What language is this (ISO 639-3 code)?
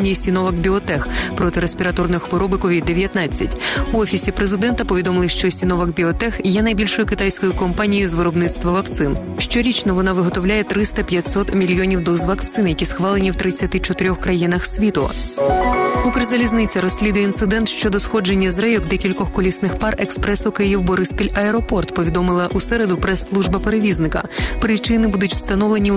ukr